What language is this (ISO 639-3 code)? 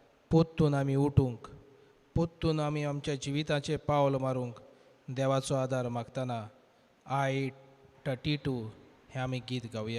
kok